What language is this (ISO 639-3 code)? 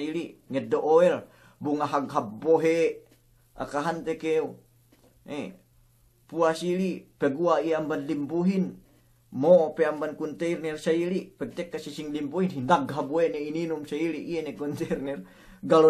yka